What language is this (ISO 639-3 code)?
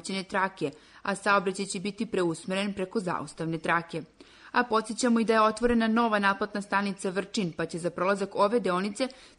srp